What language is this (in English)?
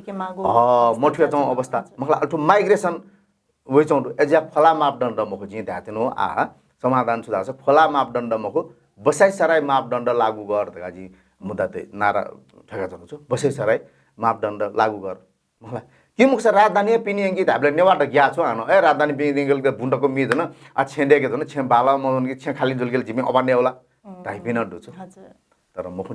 Newari